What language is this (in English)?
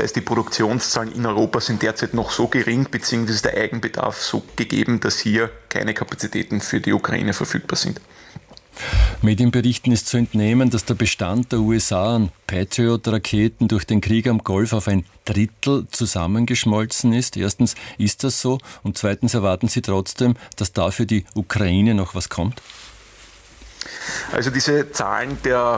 German